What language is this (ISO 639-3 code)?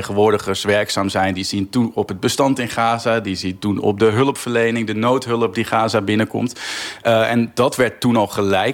nld